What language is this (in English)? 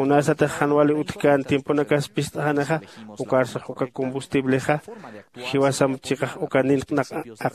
Aymara